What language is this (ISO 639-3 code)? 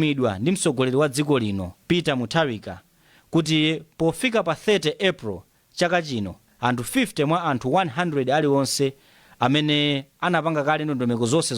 nya